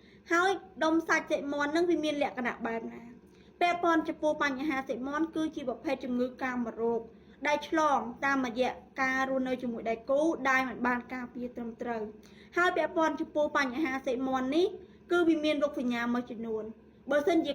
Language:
Khmer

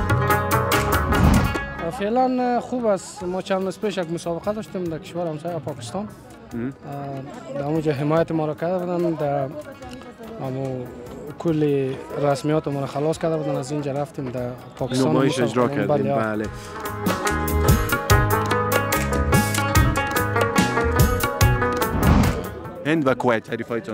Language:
Persian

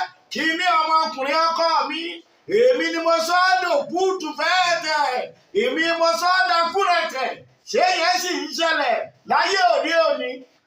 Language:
Yoruba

